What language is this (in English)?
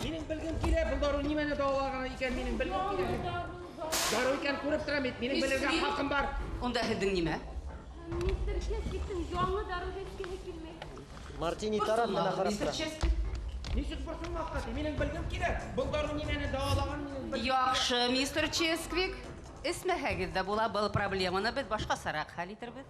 Bashkir